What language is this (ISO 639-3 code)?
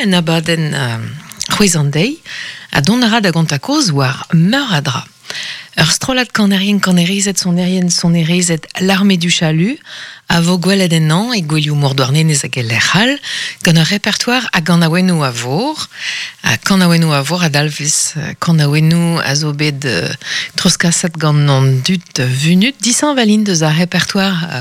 bre